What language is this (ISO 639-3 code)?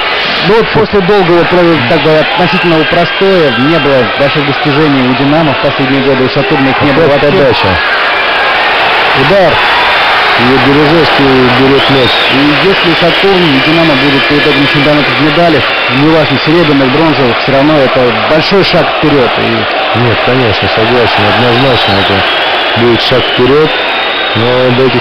rus